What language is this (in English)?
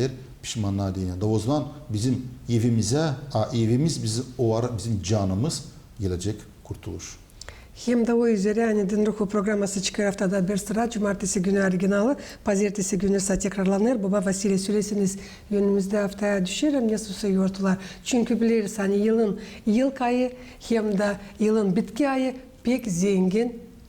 Gagauz